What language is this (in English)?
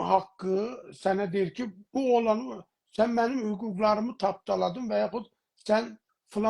South Azerbaijani